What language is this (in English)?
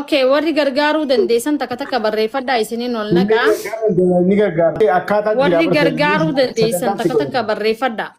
Oromo